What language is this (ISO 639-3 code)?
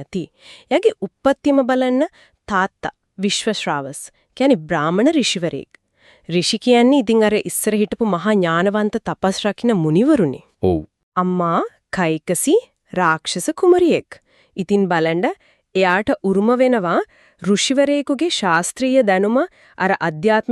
sin